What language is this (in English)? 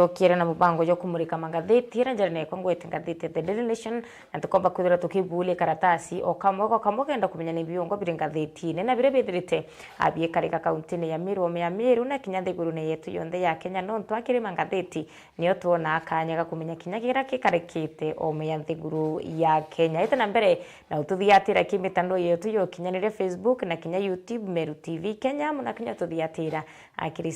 Meru